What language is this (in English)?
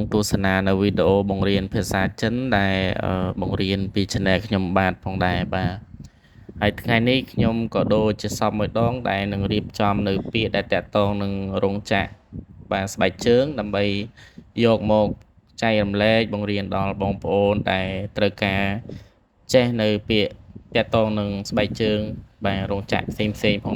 Khmer